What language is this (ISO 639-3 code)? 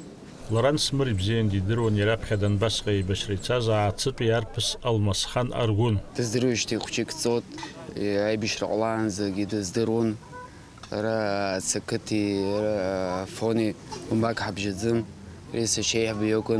abk